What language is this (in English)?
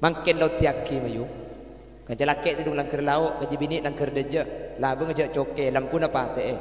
Madurese